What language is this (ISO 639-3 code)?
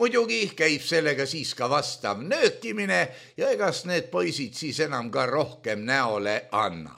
est